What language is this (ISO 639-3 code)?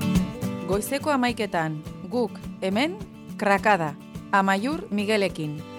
eus